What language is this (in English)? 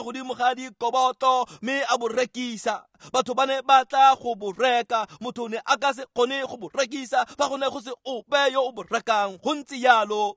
Tswana